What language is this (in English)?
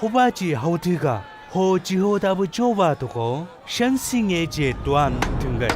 Chang Naga